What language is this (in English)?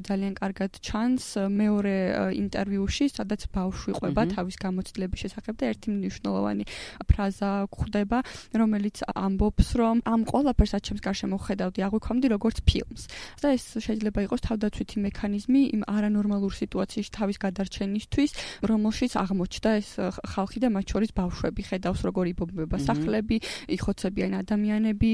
Georgian